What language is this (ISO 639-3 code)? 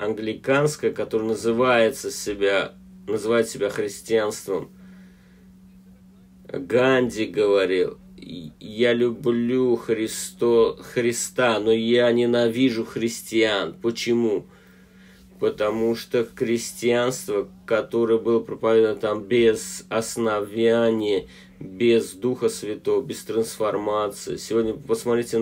rus